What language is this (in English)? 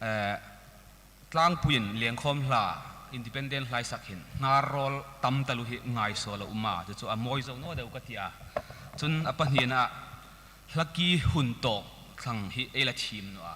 Hmar